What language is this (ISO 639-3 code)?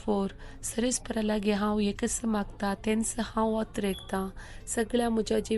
kok